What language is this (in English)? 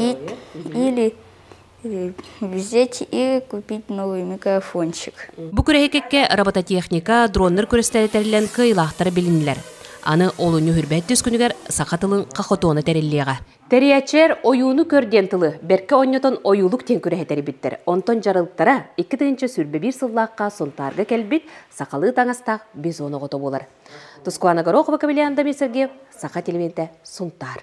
Yakut